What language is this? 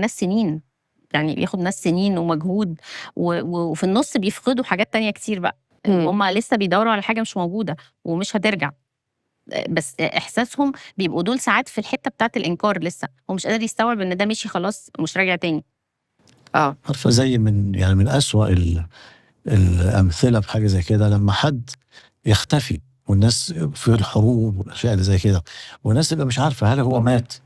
Egyptian Arabic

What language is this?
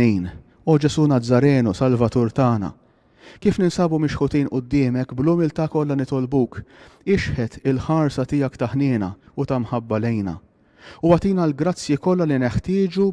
Maltese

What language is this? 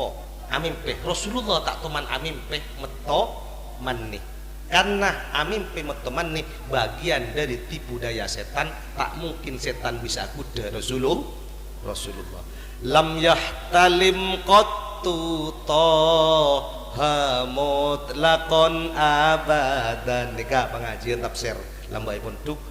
Madurese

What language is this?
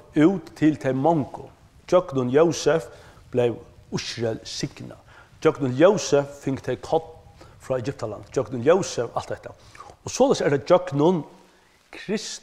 Faroese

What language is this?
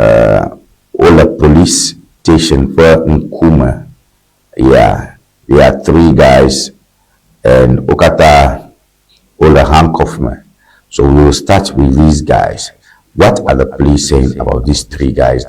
Ewe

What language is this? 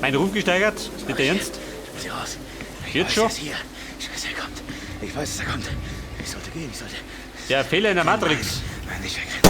Bavarian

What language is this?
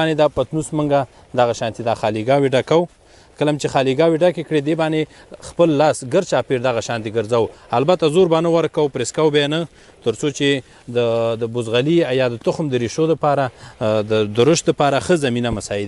Pashto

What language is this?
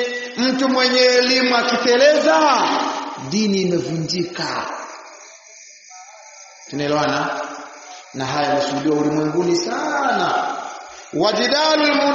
Swahili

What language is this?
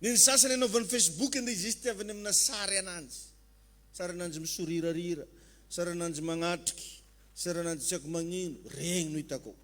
Malagasy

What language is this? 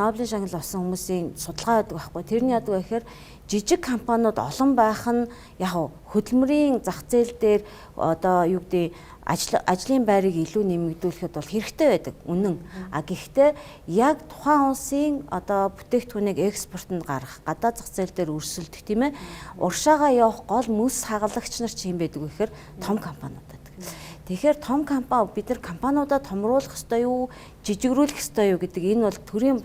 Mongolian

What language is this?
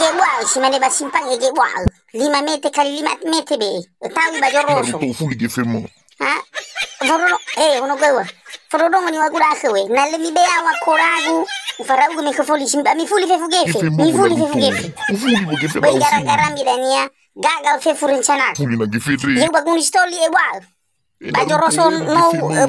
Nias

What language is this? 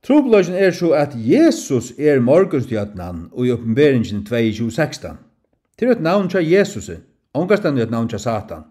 Faroese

